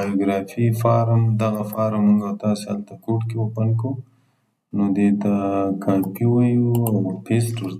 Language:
Pashto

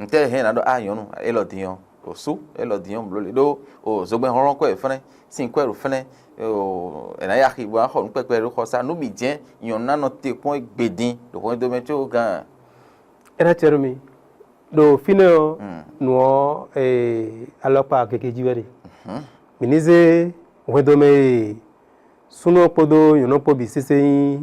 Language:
Fon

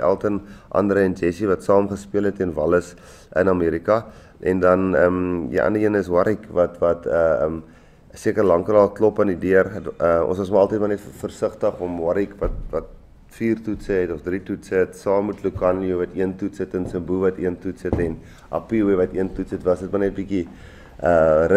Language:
Afrikaans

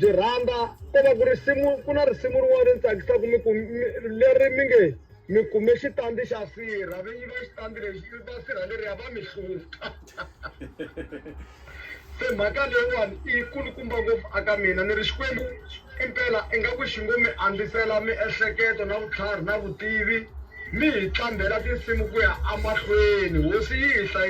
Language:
Tsonga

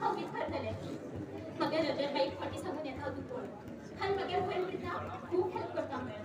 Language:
Konkani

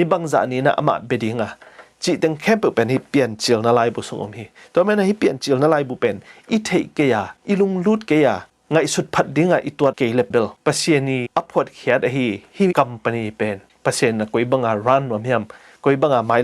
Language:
Tedim Chin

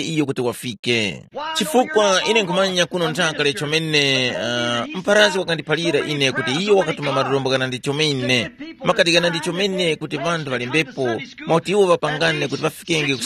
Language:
Tumbuka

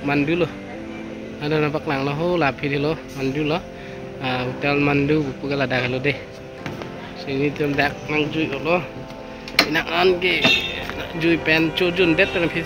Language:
Karbi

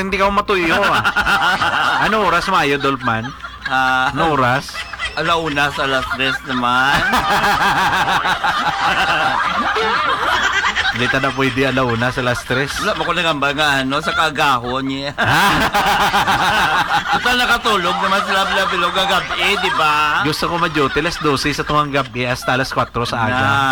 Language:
Hiligaynon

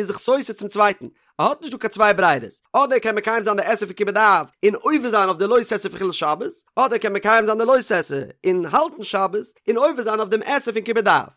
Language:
Yiddish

